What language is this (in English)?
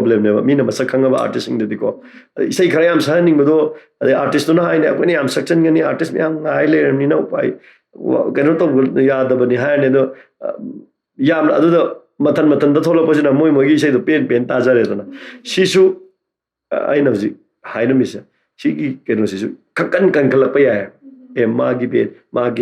Manipuri